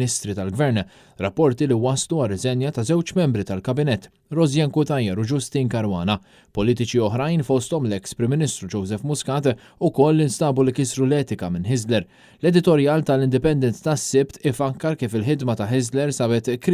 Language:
Maltese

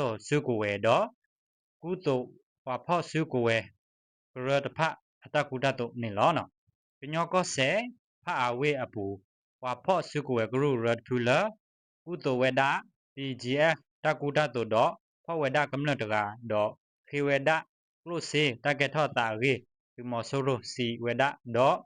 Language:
S'gaw Karen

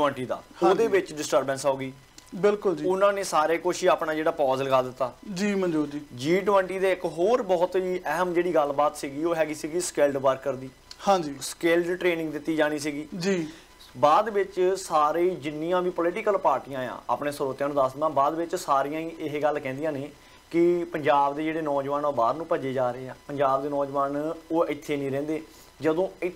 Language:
Punjabi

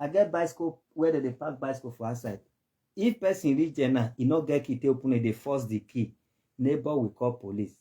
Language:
Nigerian Pidgin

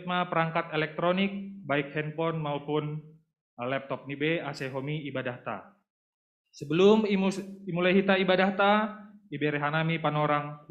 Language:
Batak Simalungun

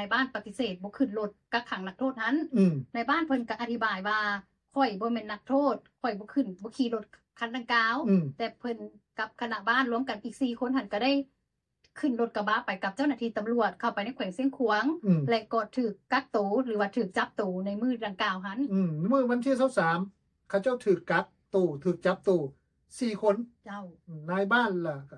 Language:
Lao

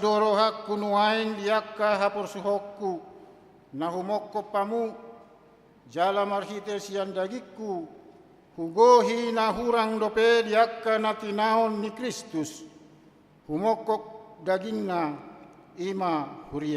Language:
Batak Toba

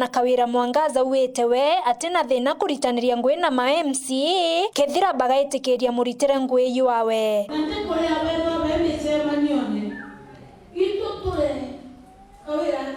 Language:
Meru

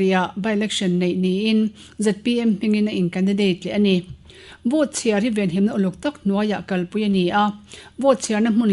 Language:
Mizo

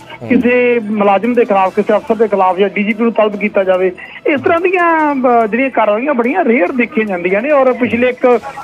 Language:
Punjabi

